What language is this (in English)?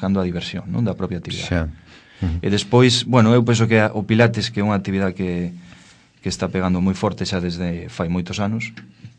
Galician